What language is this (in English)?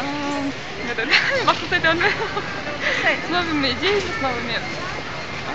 Bashkir